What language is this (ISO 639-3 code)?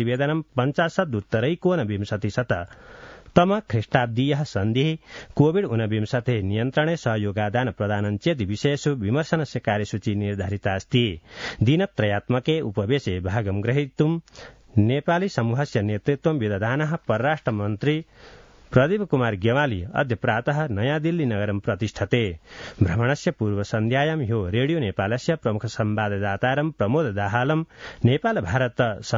san